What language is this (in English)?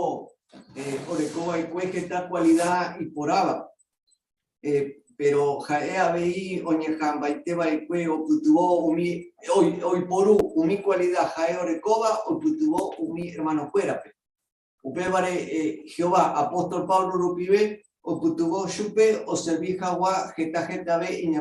Guarani